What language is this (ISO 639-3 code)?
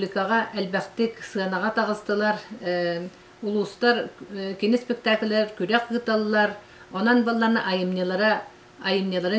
sah